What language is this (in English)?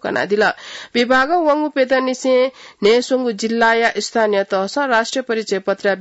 Newari